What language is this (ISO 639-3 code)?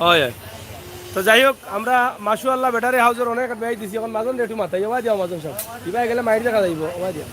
syl